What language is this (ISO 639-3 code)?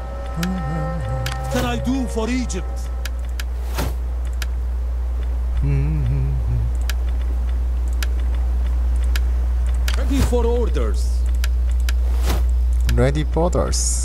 kor